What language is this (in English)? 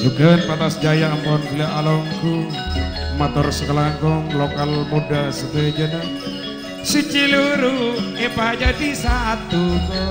Madurese